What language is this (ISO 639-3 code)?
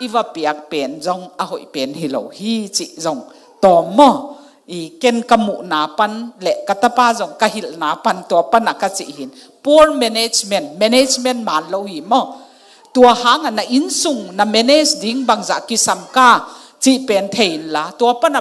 ctd